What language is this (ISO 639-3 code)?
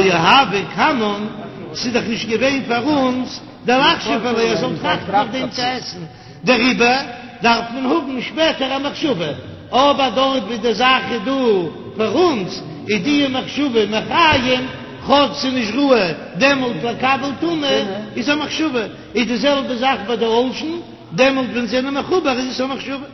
yid